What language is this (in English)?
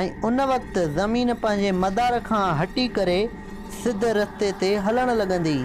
Sindhi